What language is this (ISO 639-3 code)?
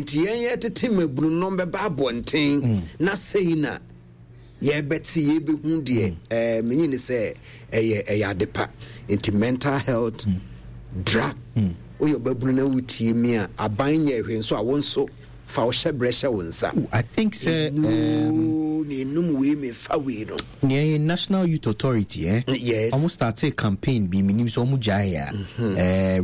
aka